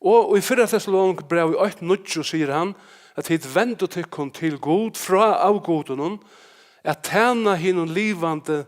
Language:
Faroese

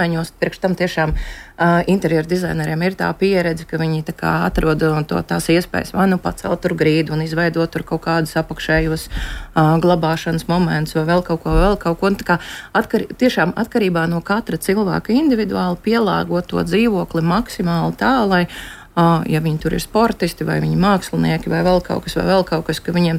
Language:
Latvian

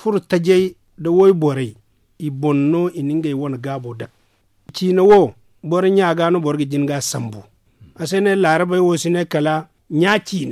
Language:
Zarma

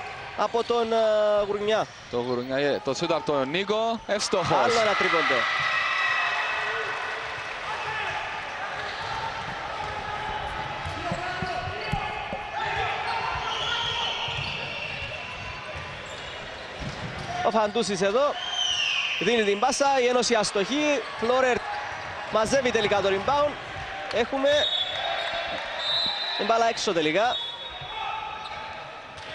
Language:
Greek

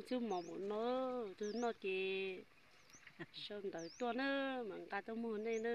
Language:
Hmong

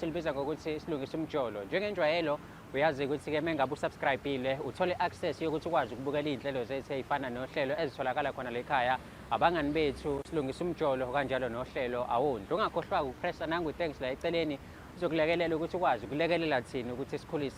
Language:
Zulu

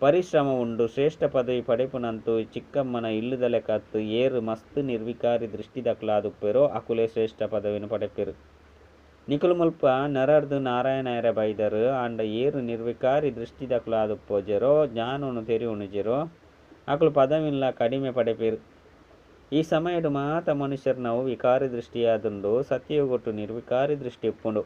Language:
Tulu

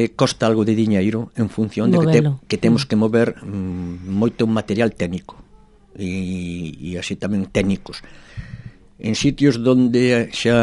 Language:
Galician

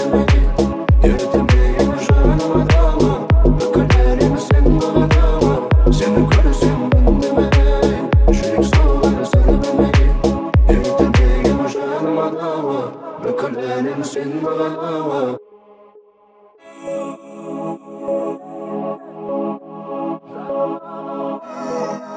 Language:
Kazakh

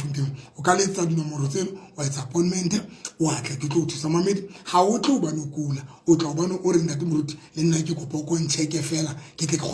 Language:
Southern Sotho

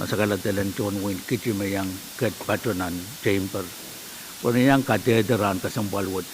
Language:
Pohnpeian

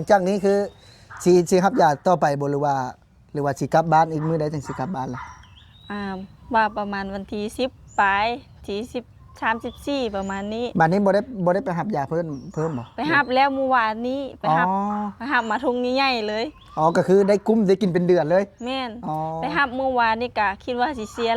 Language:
Lao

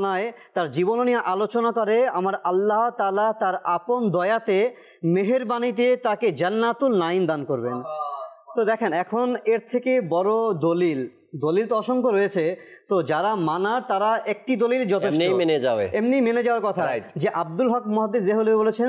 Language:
Bangla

